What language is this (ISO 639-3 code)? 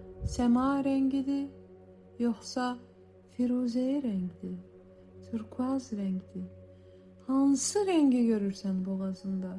aze